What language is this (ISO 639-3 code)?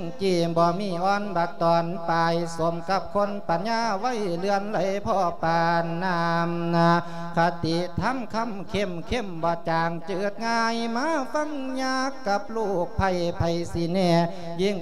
lao